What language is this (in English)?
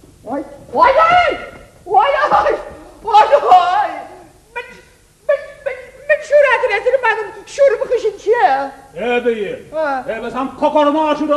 Chuvash